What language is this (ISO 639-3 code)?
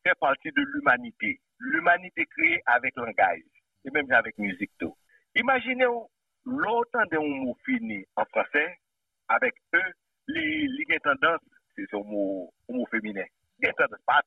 hat